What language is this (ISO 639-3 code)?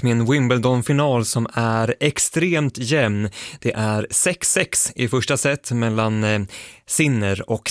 swe